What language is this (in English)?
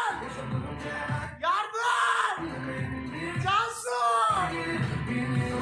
Turkish